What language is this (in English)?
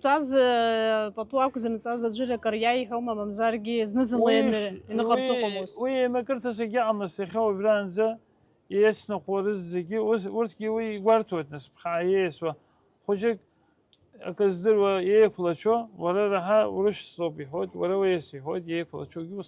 Abkhazian